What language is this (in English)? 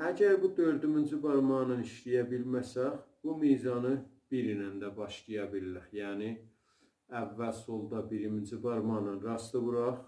South Azerbaijani